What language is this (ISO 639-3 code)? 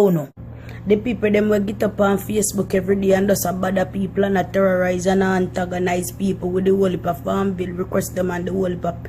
jam